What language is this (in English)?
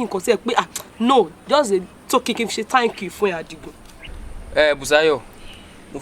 Yoruba